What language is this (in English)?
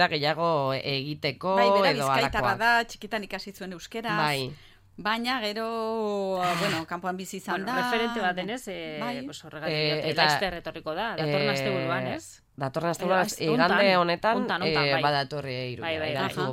Basque